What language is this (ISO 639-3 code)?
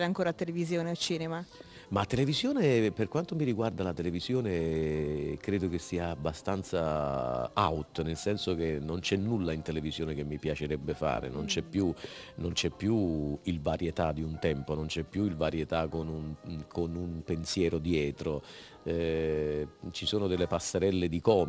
ita